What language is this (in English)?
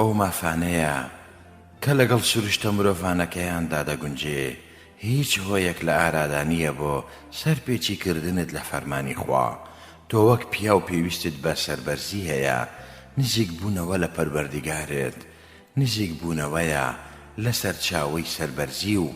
Central Kurdish